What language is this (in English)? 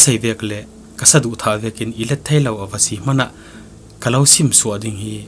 Falam Chin